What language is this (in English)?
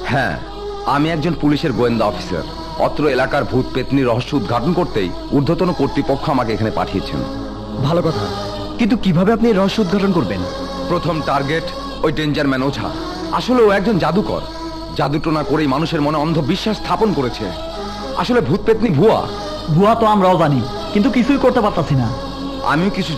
Bangla